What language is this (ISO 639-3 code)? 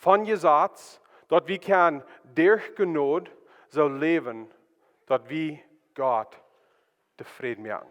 pdt